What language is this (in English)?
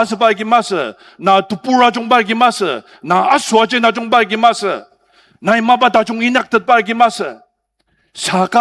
Ao Naga